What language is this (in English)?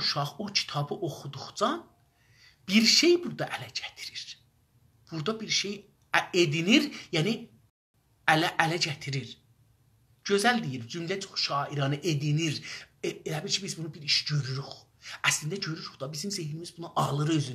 South Azerbaijani